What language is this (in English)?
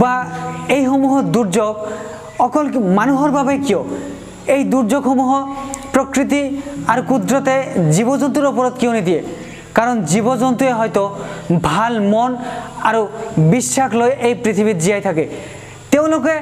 Assamese